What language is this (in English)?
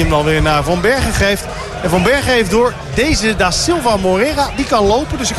Dutch